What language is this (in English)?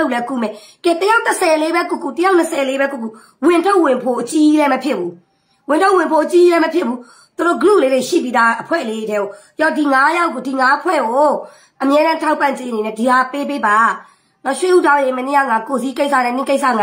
Burmese